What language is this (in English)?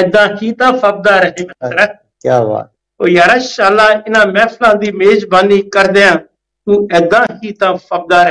Punjabi